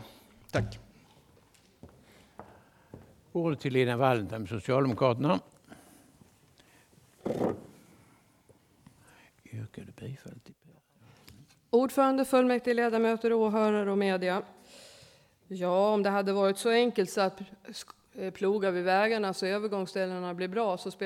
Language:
Swedish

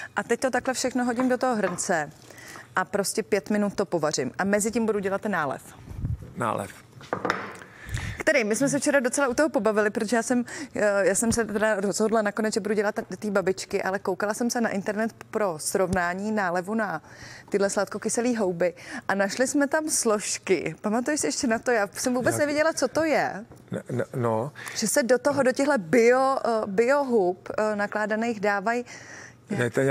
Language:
Czech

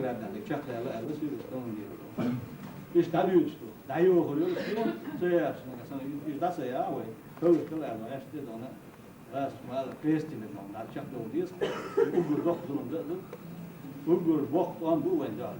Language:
Chechen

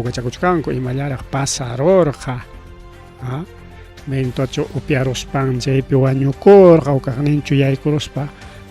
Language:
Ayacucho Quechua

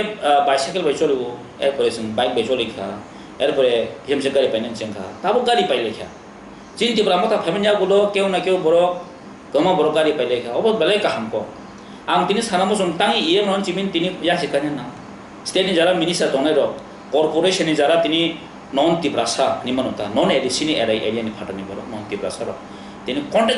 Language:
Kok Borok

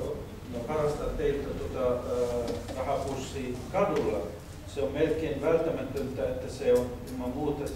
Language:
Finnish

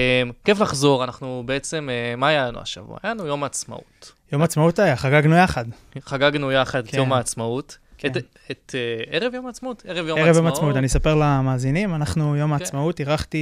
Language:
Hebrew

